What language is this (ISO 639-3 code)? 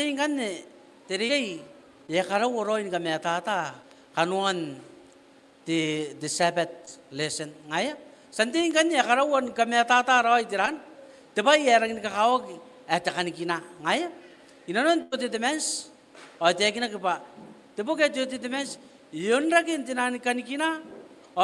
gil